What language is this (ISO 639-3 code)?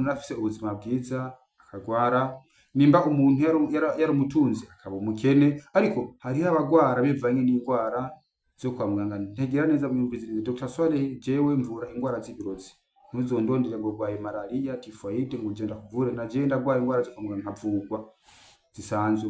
run